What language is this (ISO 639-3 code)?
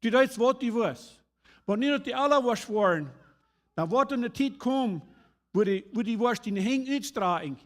pdt